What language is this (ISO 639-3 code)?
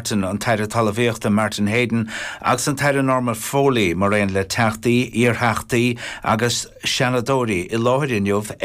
gle